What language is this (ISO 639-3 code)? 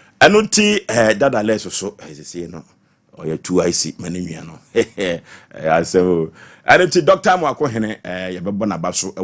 aka